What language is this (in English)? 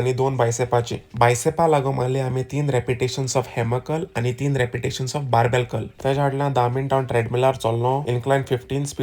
Konkani